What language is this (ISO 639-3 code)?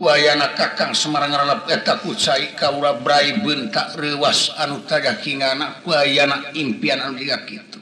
sun